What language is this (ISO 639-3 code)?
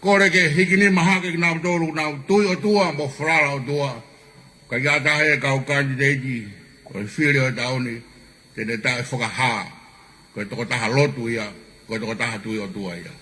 ton